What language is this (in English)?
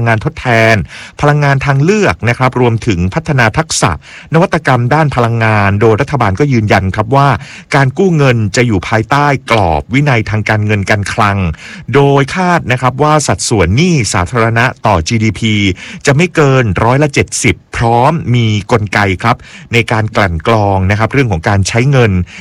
Thai